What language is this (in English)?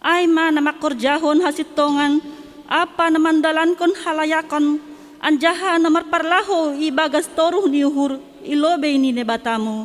Batak Simalungun